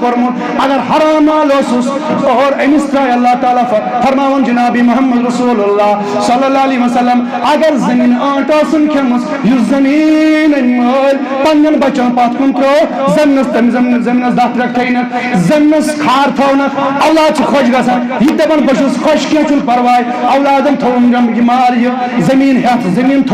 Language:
Kashmiri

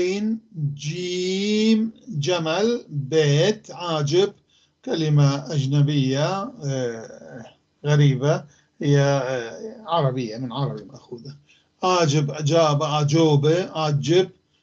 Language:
North Levantine Arabic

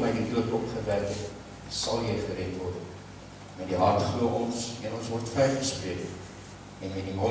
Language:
Afrikaans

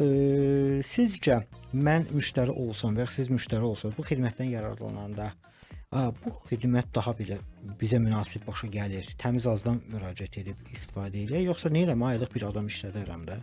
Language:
Azerbaijani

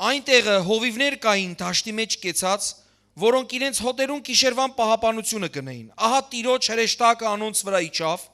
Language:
Western Armenian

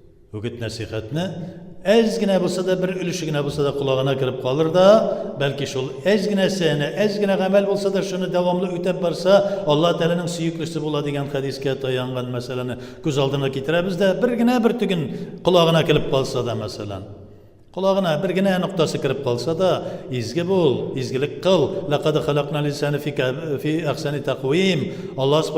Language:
Tatar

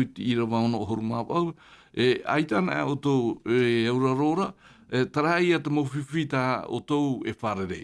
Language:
Tahitian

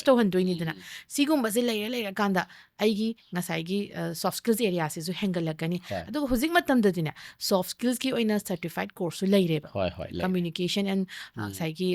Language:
Manipuri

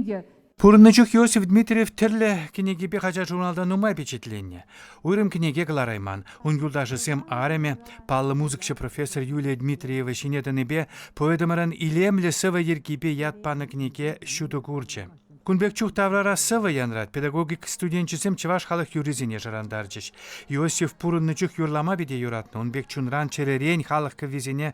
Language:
Chuvash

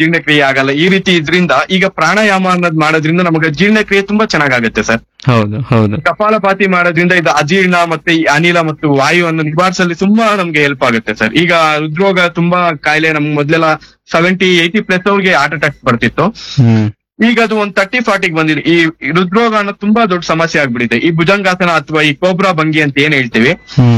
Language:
Kannada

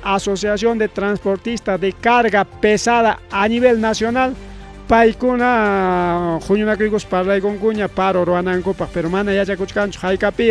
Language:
Ayacucho Quechua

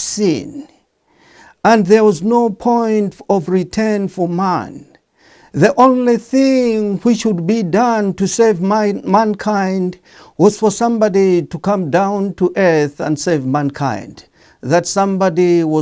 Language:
English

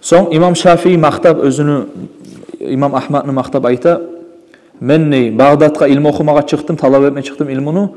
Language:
Kumyk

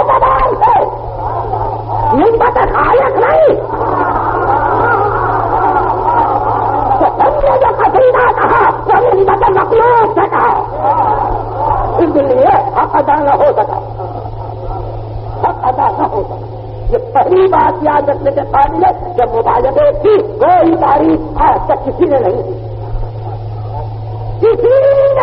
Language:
Urdu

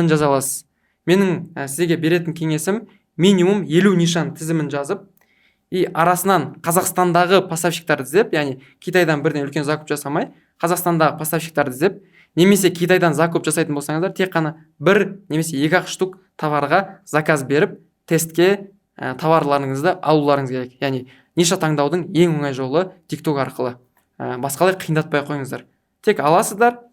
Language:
Kazakh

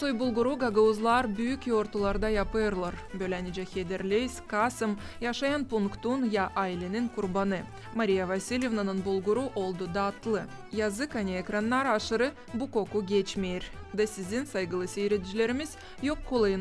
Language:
Gagauz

